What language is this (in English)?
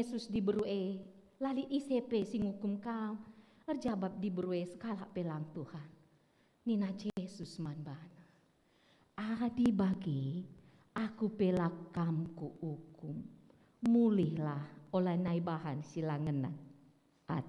Batak Karo